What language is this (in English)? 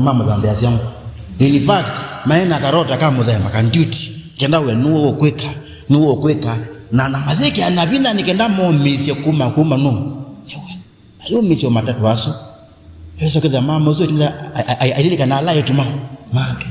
Kamba